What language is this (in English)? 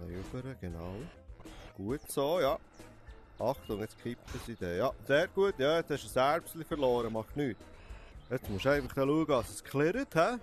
Swiss German